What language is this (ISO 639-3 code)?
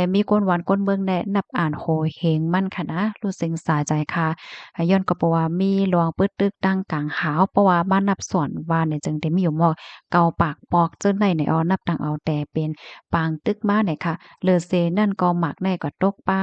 shn